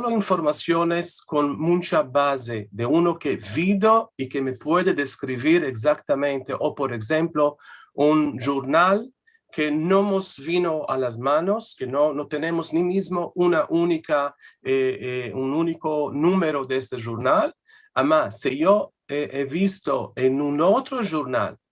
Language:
Ladino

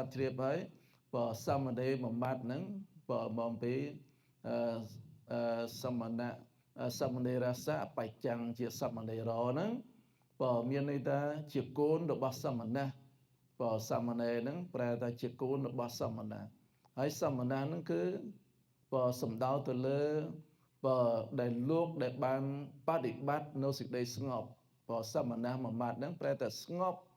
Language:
Khmer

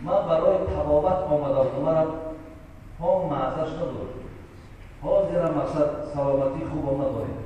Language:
Tajik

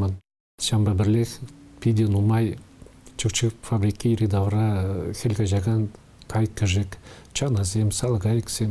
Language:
Chuvash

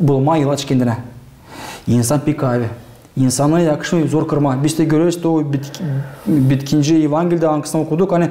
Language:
Gagauz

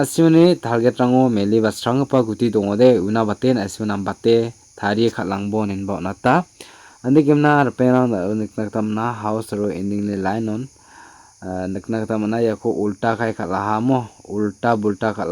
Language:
Garo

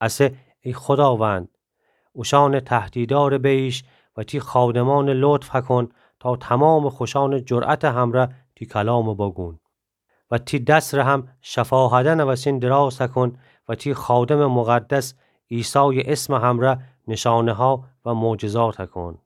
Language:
Gilaki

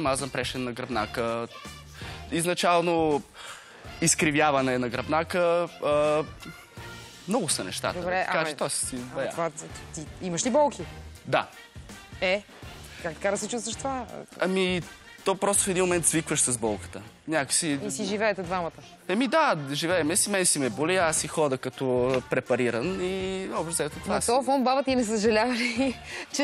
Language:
Bulgarian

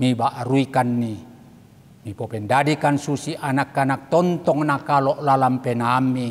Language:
Toraja-Sa'dan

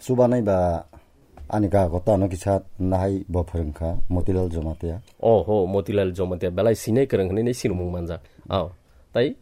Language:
Kok Borok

